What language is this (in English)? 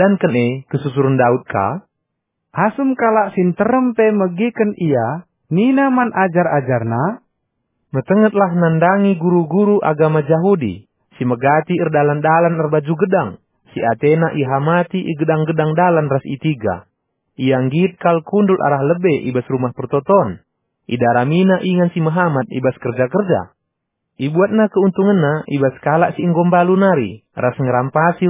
Batak Karo